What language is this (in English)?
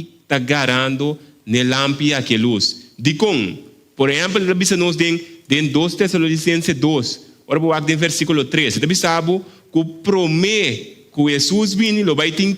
Papiamento